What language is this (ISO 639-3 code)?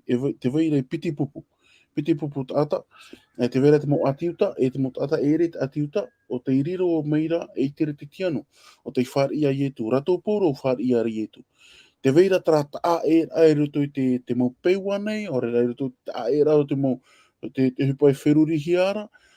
tah